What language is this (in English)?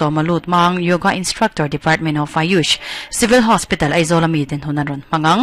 Mizo